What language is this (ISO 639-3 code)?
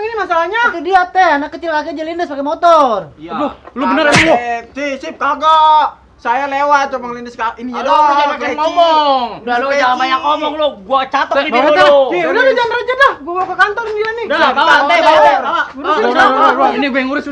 bew